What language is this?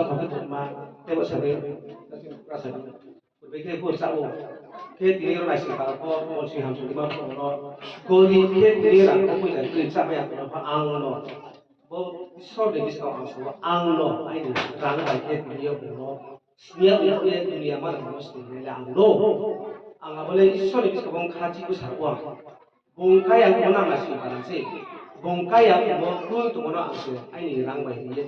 Riang (India)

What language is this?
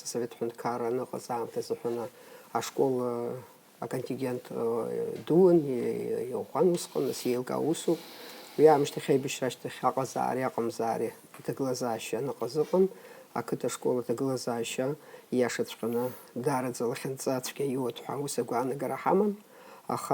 Abkhazian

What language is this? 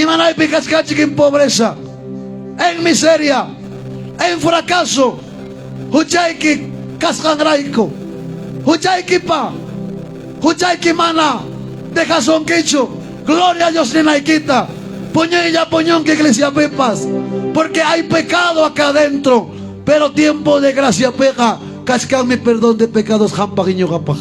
Ayacucho Quechua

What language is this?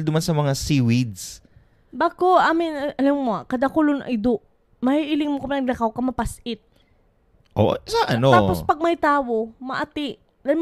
Bikol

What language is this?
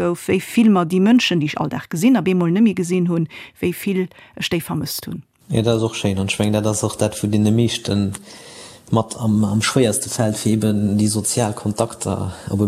Luxembourgish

